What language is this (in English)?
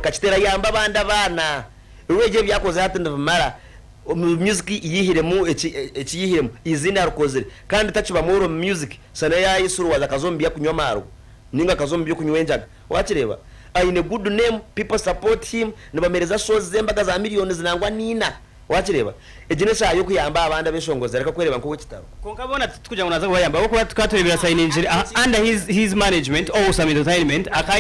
Nyankole